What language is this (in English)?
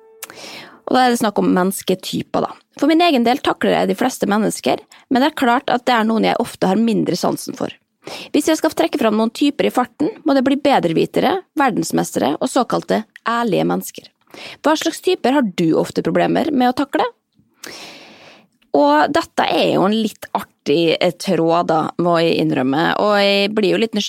Norwegian